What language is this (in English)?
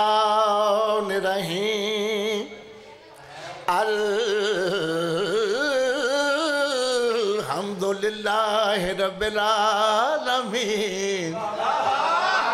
Urdu